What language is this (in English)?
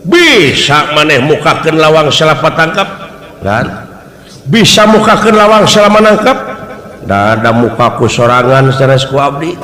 Sundanese